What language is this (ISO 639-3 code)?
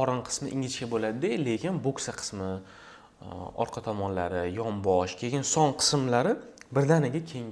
uzb